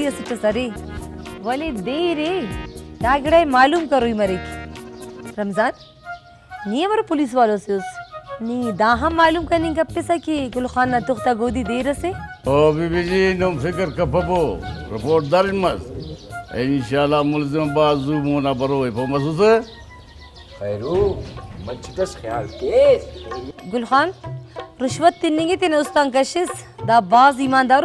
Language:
Brahui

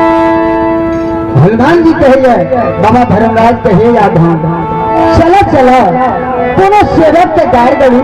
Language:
Maithili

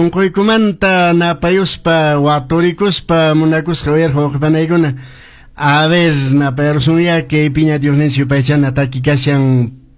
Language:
Quechua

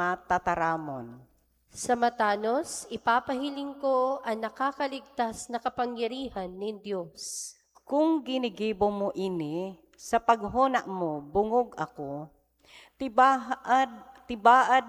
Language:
Bikol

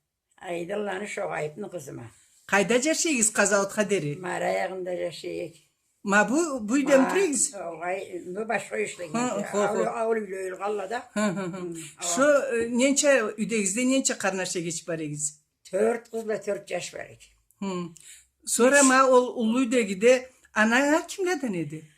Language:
Karachay-Balkar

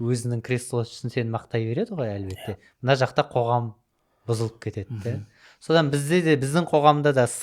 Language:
Kazakh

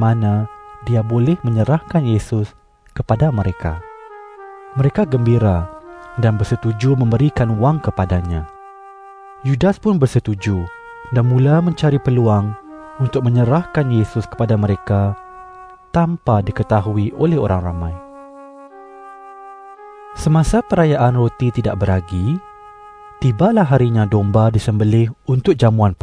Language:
Malay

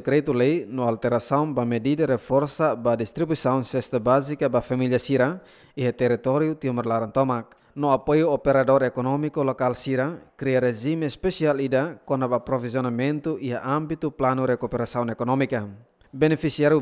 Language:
Tetum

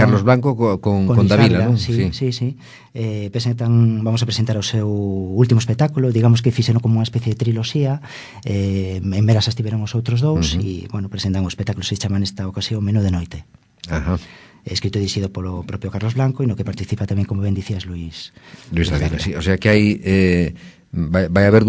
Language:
Galician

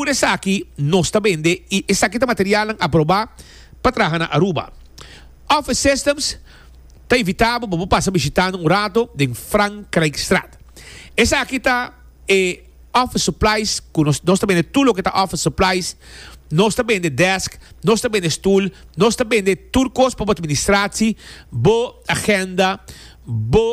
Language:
Papiamento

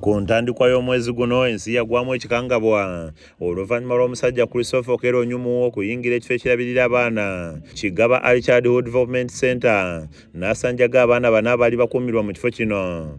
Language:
Ganda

